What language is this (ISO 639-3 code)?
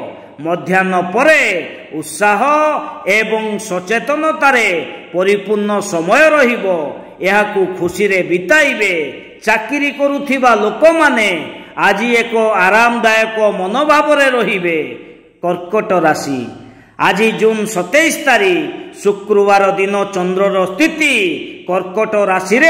ori